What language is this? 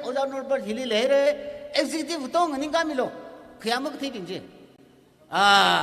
Tangkhul Naga (India)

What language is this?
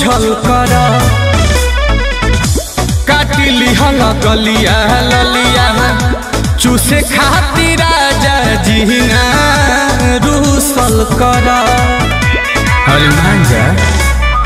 Bhojpuri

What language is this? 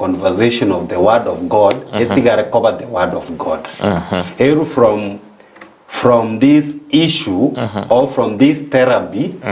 Gusii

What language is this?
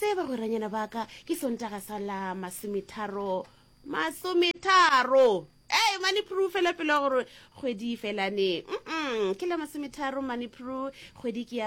Northern Sotho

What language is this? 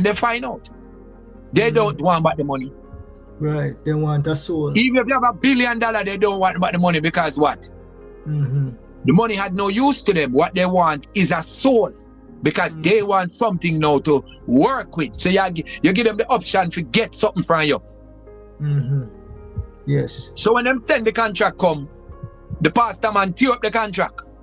Jamaican Creole English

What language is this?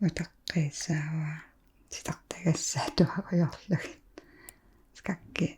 Kalaallisut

